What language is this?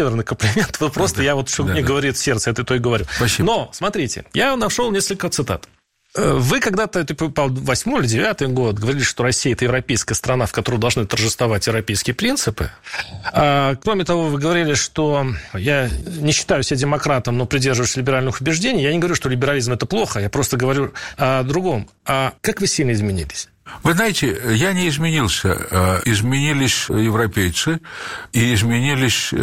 Russian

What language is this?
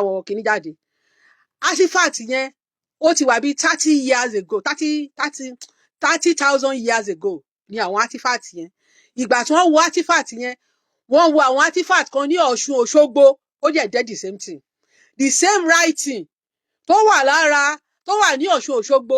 Yoruba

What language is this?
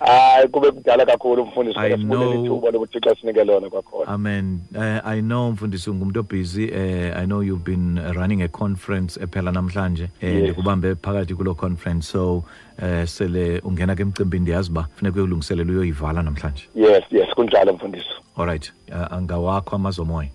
Xhosa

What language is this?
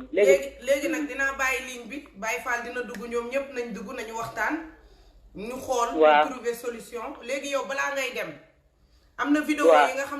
Wolof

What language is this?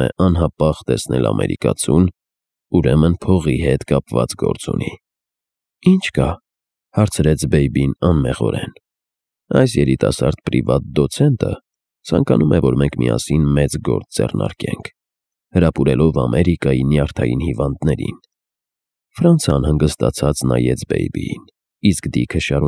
Armenian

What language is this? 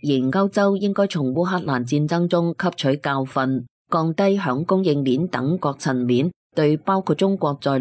Cantonese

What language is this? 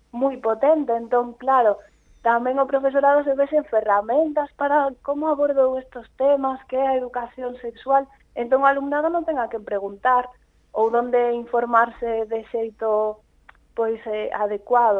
Galician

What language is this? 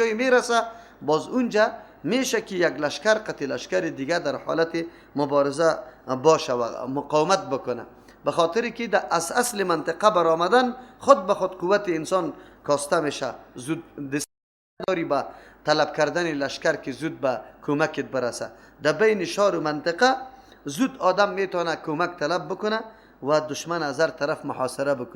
Persian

